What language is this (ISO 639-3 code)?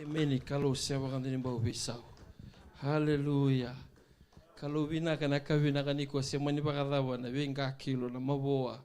fij